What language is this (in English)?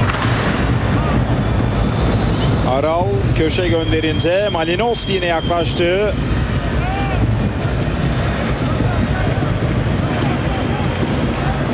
Turkish